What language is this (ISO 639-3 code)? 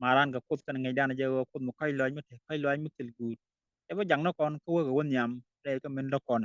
nus